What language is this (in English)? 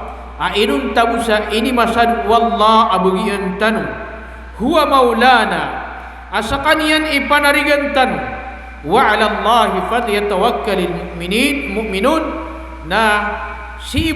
Maranao